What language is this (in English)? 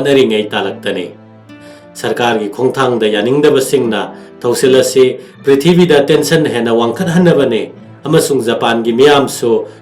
Manipuri